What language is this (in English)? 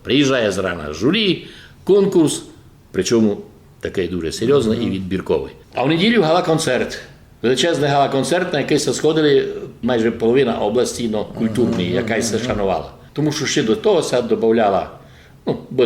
Rusyn